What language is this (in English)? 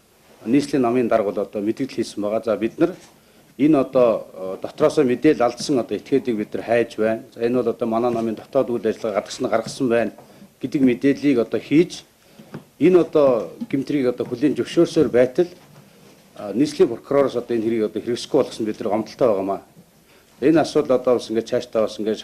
Mongolian